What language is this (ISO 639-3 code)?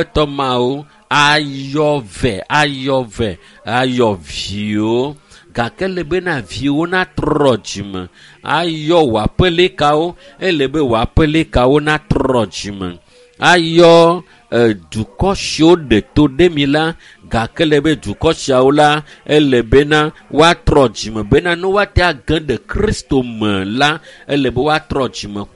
ewe